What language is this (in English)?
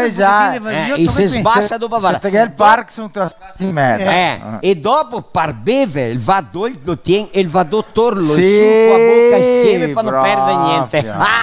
Venetian